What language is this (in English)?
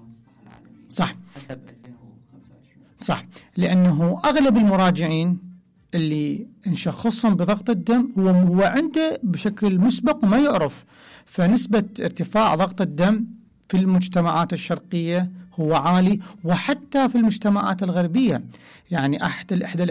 Mesopotamian Arabic